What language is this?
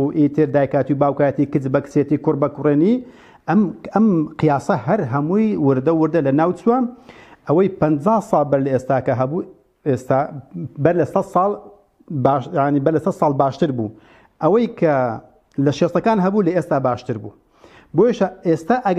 Central Kurdish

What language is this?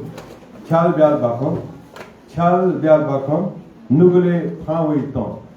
Newari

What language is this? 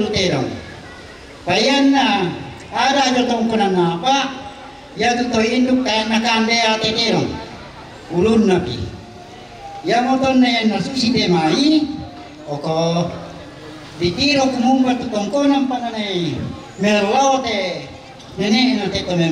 Toraja-Sa'dan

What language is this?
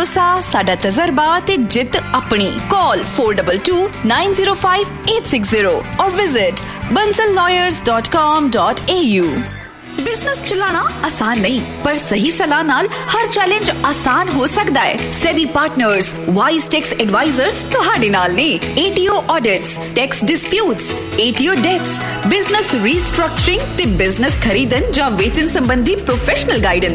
Punjabi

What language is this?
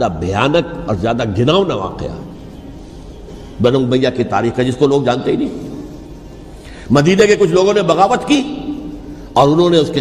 Urdu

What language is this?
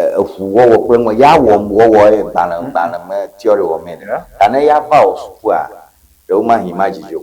Ewe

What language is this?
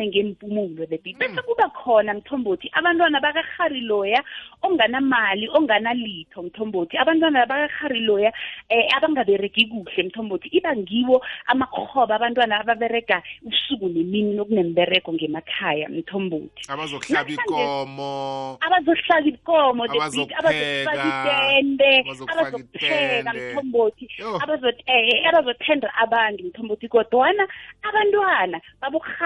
South Ndebele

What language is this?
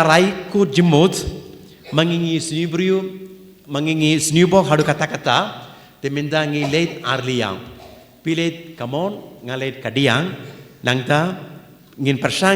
Khasi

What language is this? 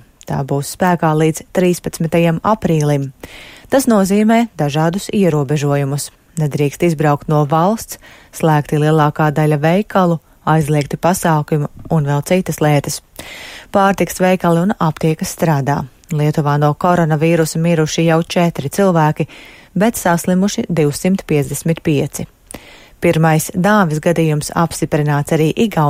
Latvian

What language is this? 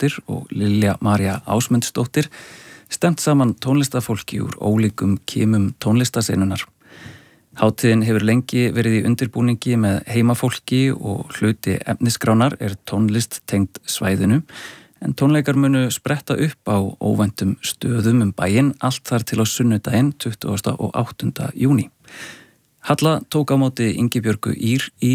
Icelandic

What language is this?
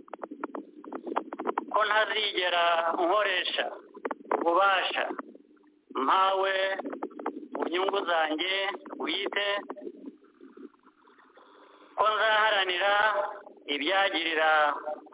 Kinyarwanda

